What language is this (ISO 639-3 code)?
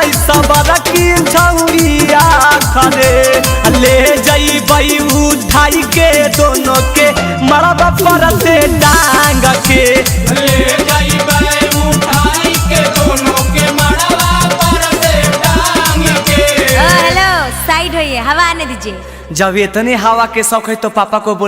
mag